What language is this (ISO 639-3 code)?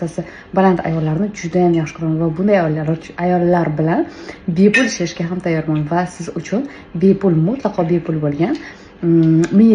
uzb